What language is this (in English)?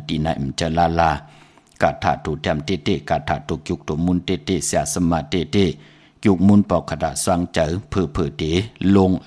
Shan